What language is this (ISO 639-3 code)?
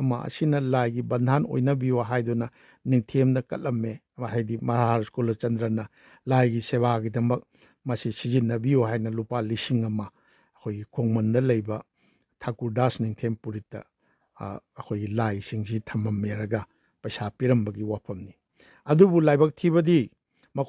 mni